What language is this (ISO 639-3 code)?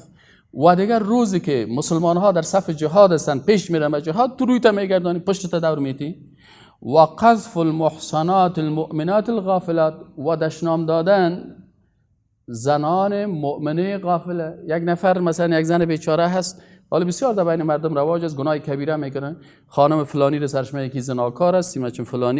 fas